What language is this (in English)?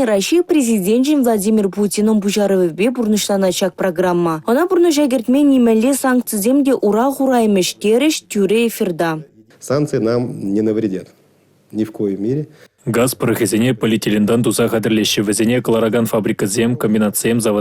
Chuvash